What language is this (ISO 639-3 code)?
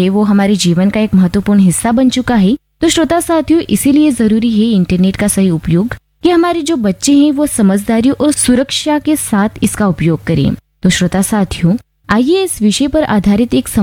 hin